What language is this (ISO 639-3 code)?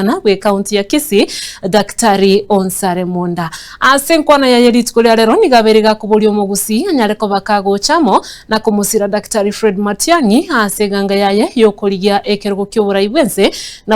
guz